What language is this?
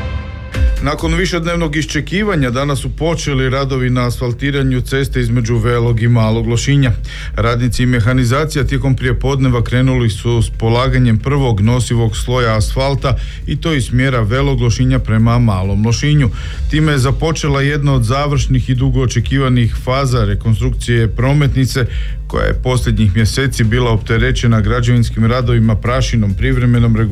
Croatian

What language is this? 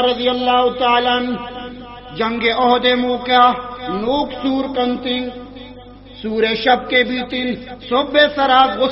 Baluchi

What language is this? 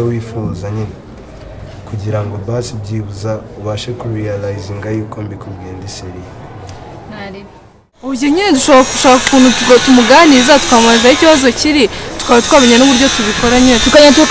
Kinyarwanda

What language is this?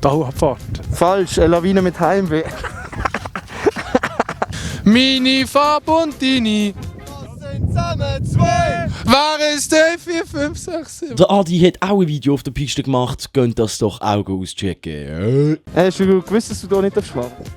Swiss German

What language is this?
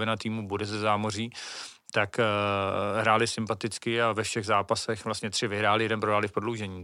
Czech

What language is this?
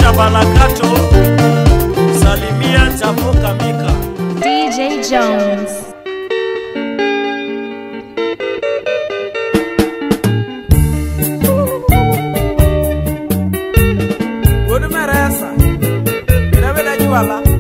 Swahili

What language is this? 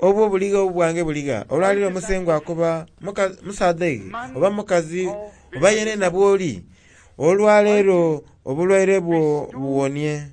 Soga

